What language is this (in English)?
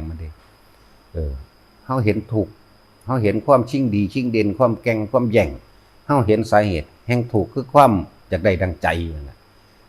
Lao